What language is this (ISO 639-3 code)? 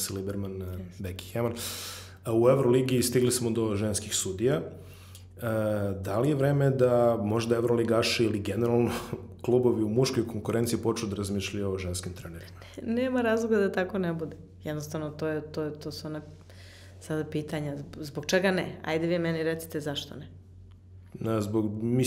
srp